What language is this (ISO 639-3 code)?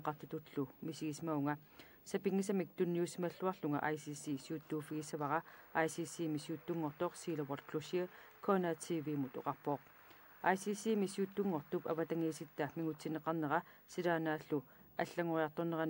kal